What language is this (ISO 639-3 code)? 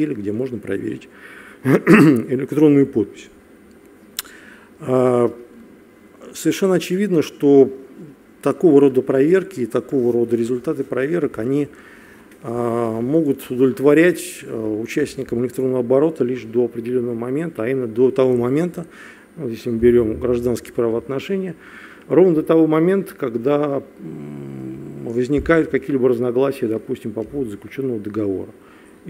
rus